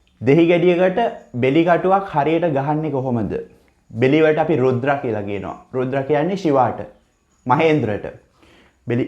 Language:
Sinhala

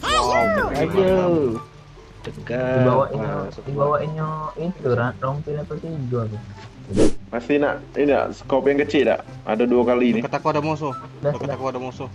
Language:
Musi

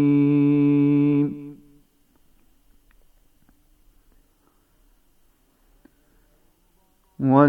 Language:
Bosnian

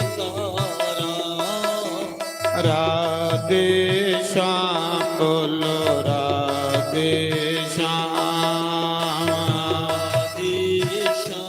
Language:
Dogri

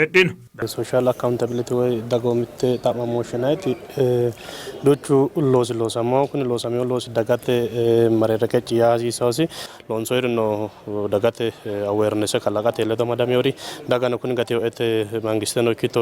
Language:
Sidamo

